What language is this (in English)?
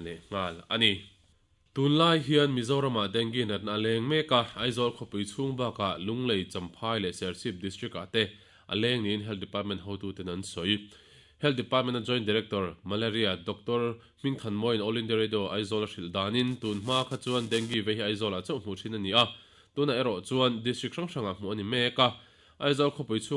Mizo